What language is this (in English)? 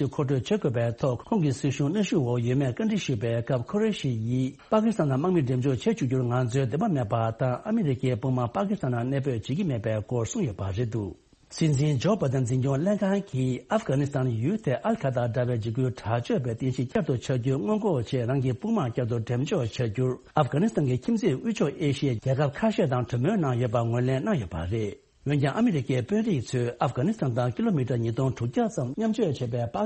Tibetan